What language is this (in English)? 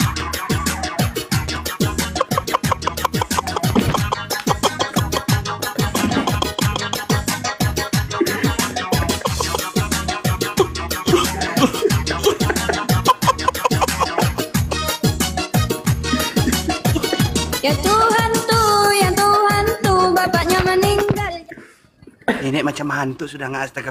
Malay